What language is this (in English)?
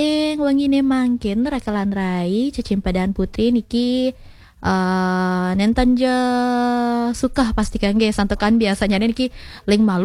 Balinese